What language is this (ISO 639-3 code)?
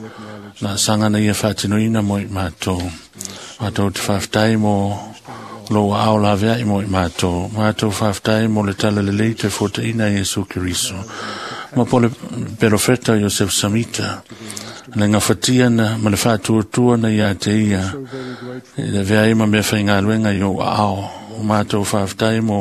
smo